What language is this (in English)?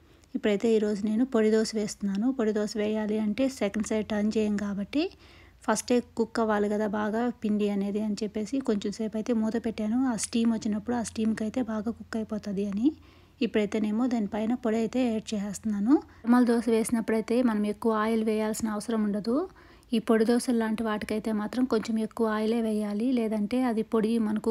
Telugu